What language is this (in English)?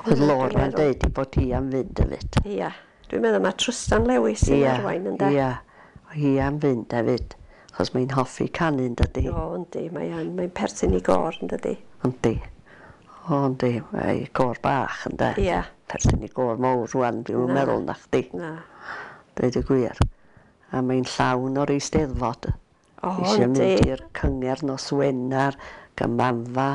Welsh